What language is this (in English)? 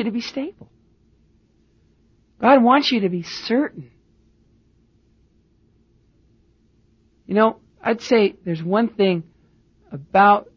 English